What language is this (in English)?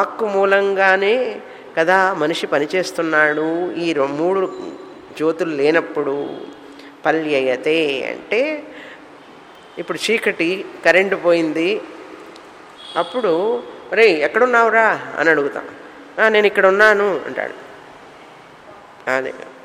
Telugu